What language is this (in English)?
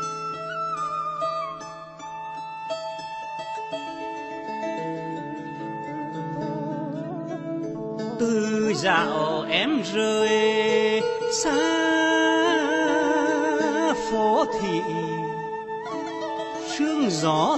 Vietnamese